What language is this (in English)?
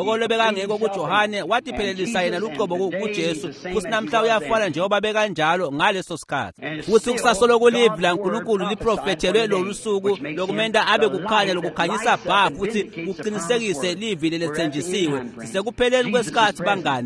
Swati